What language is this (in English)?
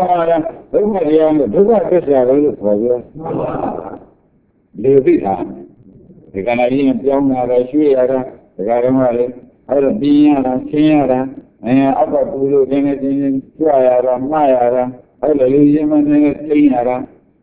Burmese